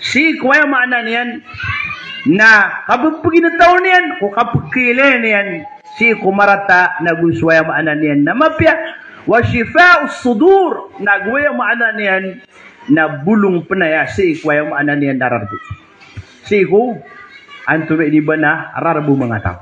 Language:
Maranao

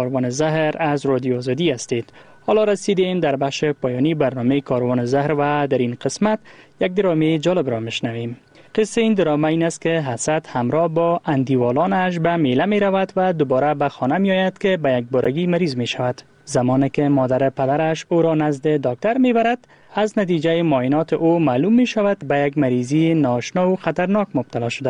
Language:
Persian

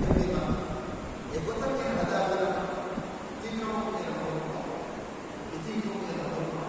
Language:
Divehi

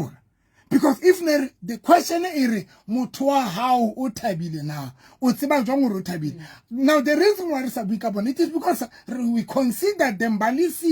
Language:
Southern Sotho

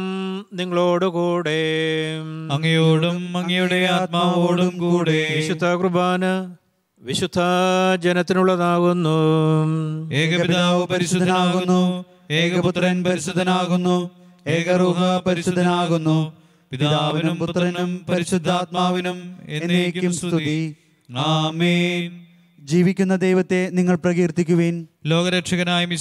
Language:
Malayalam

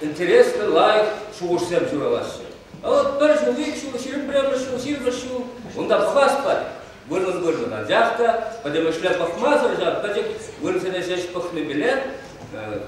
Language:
Chuvash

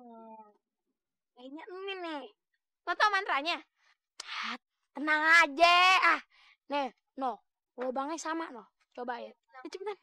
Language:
Betawi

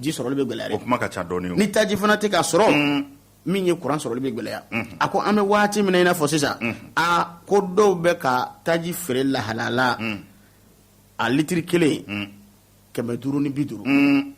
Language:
Bambara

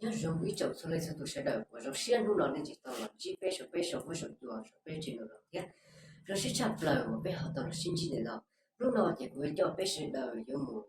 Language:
Hmong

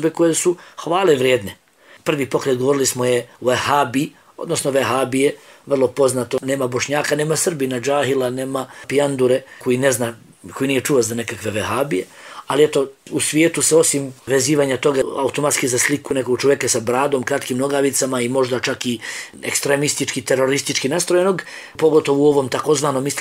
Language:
Bosnian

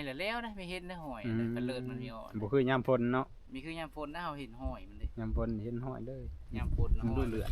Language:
Northeastern Thai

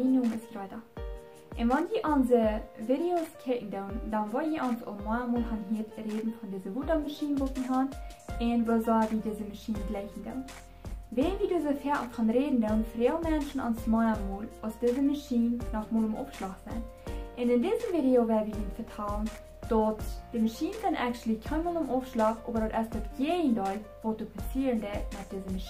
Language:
Plautdietsch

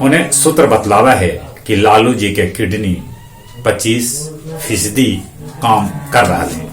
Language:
Magahi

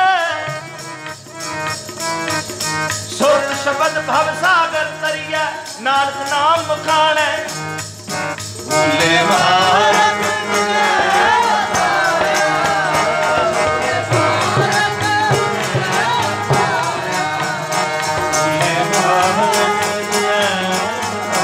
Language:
Punjabi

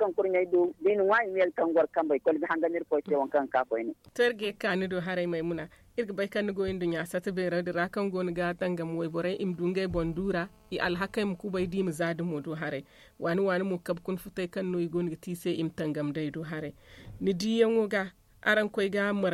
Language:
Zarma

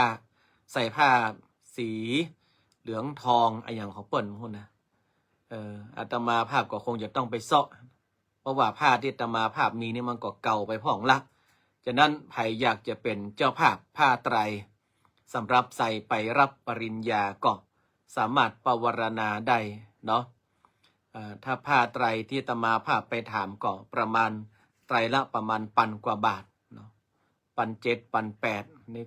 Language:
Northern Thai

